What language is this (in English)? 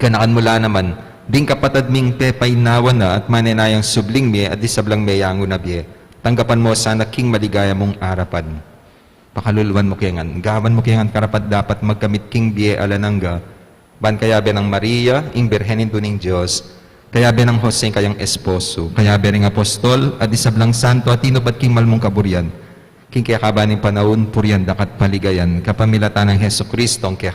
Pampanga